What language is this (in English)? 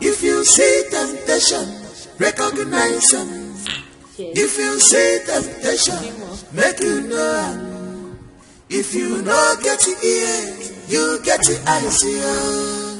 Nigerian Pidgin